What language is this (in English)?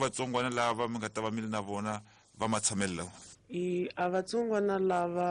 Tsonga